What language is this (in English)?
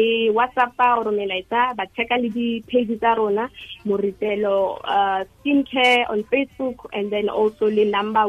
Tswana